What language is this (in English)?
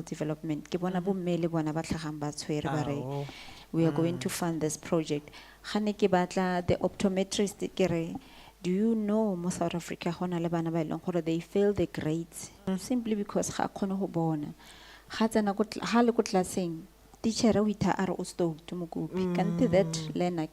Tswana